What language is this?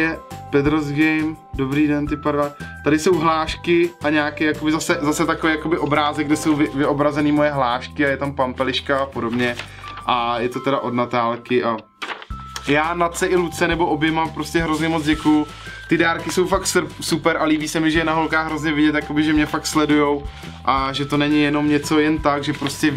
Czech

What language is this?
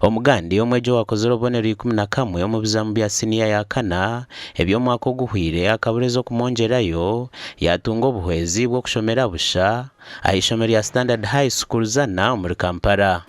Nyankole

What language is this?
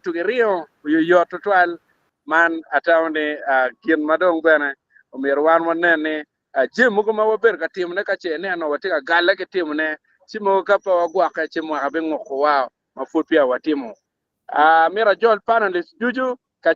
Acoli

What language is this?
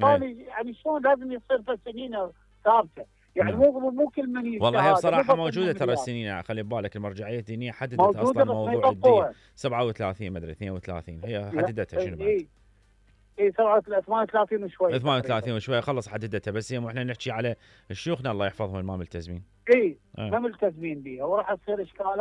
Mesopotamian Arabic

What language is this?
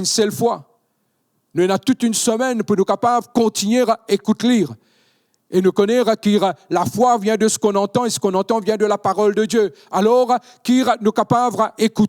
Morisyen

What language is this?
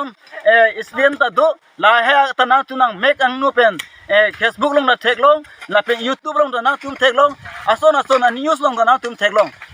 Karbi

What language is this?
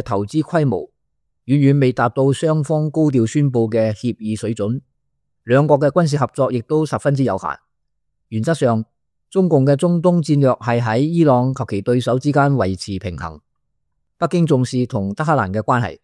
Cantonese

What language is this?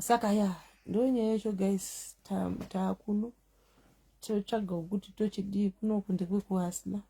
Shona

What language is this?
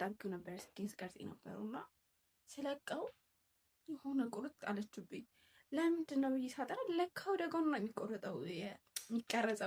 Amharic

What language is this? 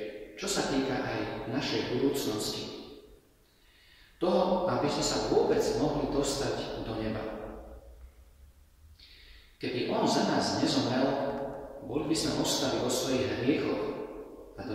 Slovak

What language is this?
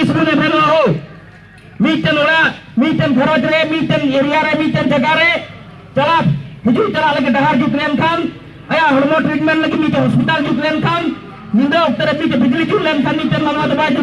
Santali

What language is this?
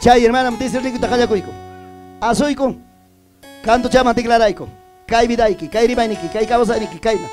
Ayacucho Quechua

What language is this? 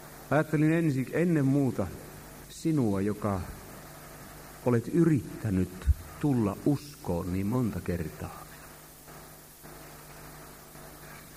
Finnish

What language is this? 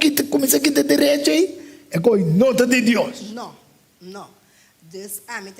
Papiamento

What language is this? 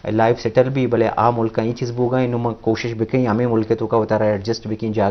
Eastern Balochi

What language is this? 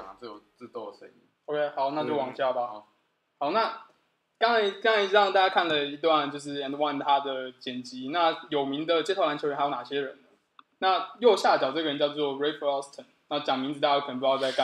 Chinese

